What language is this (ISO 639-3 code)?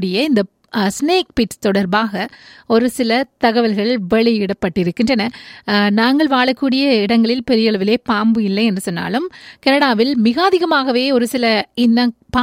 tam